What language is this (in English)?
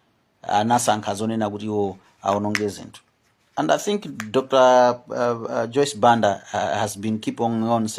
Nyanja